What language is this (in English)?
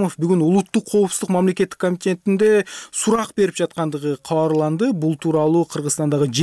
Kyrgyz